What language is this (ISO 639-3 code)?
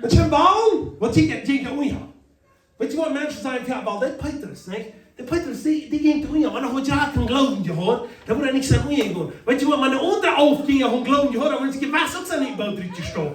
pdt